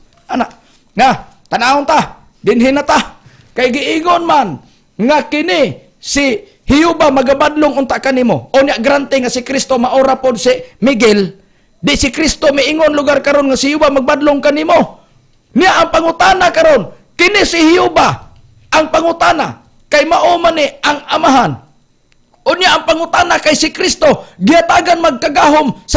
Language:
Cebuano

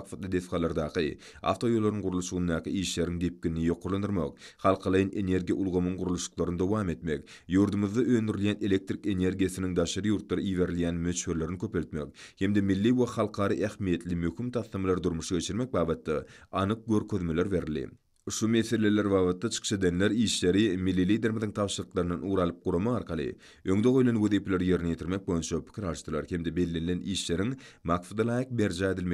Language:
Turkmen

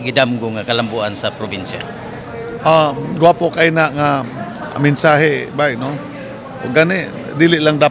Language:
Cebuano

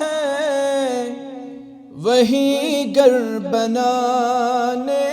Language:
Kashmiri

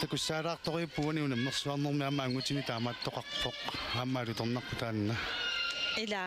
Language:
Kalaallisut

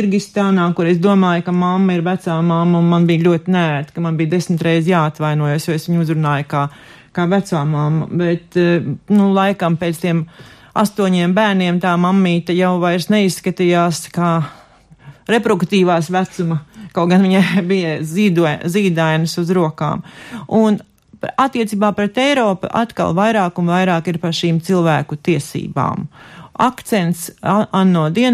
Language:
Latvian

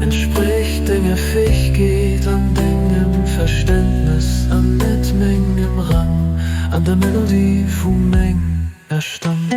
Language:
Luxembourgish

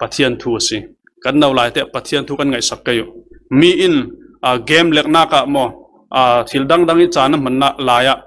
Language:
Falam Chin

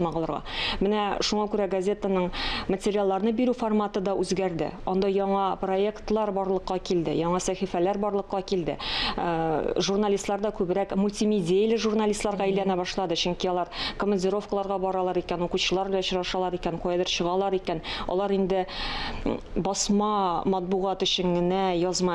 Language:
Tatar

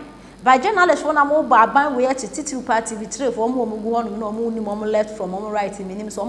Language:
Akan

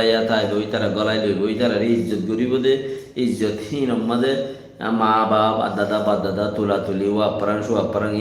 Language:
Rohingya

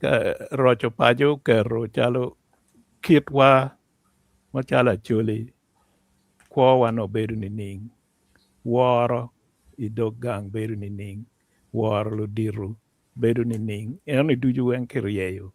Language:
Acoli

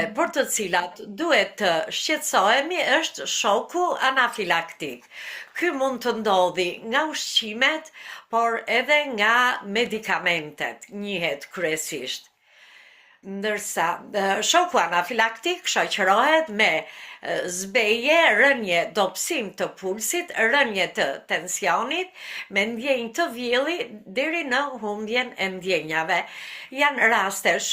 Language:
Albanian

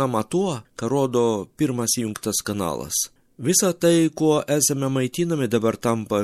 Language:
Lithuanian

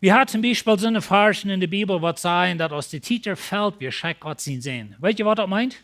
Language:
Plautdietsch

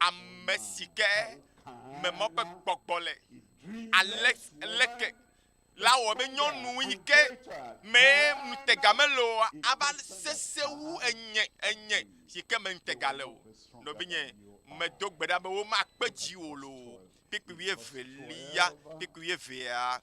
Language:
Ewe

